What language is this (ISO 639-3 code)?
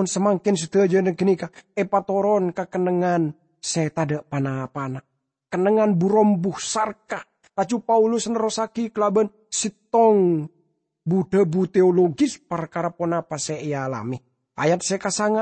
mad